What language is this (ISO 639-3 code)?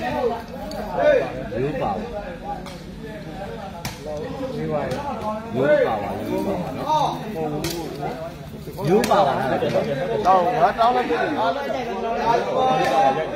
mya